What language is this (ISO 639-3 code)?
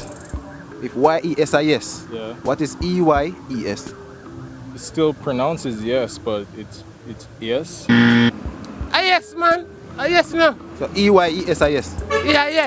jam